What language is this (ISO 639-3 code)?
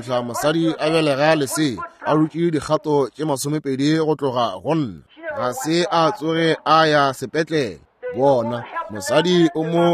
nso